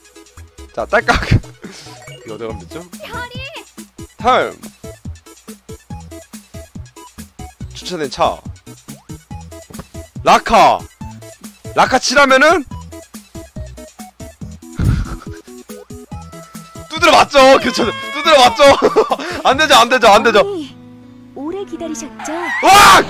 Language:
Korean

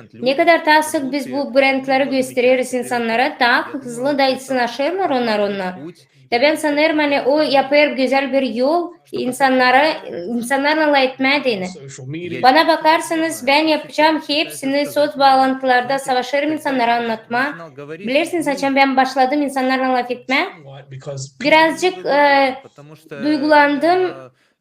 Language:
Gagauz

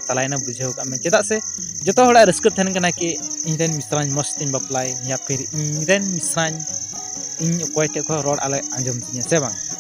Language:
Santali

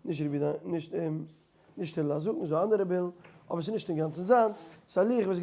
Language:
Yiddish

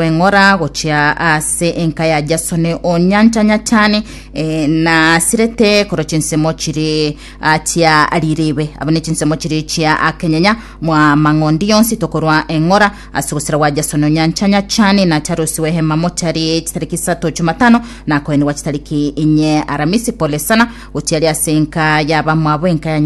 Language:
Gusii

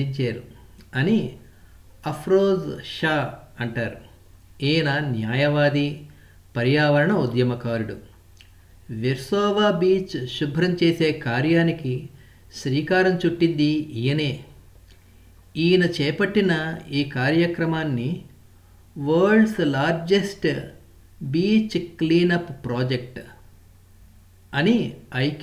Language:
Telugu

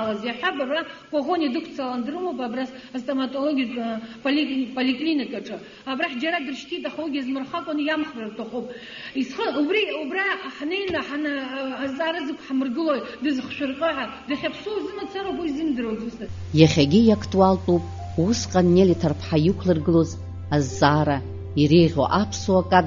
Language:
Abkhazian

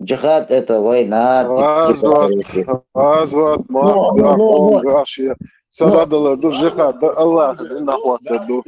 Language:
Chechen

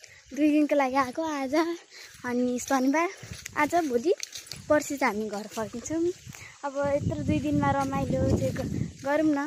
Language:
Nepali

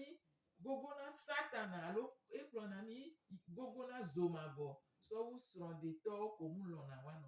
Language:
Gen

